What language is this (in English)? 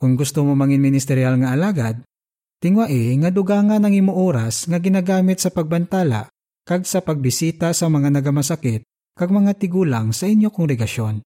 Hiligaynon